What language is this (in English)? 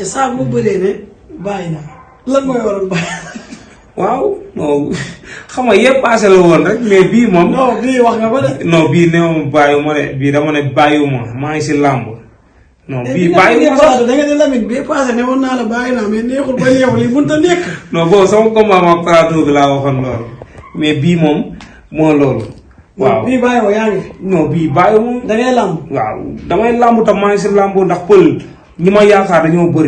Wolof